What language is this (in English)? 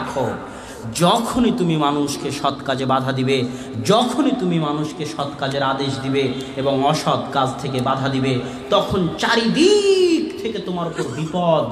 Bangla